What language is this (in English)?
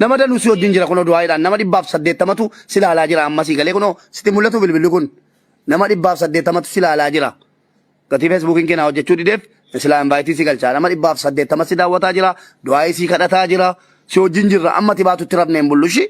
Oromo